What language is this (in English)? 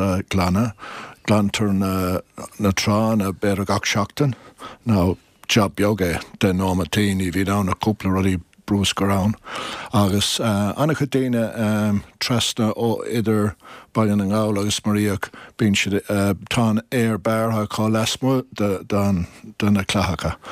Irish